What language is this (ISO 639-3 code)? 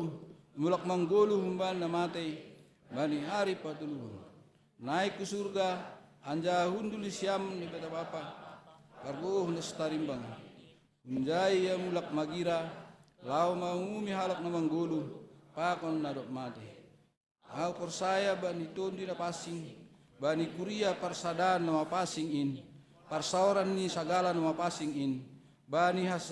bts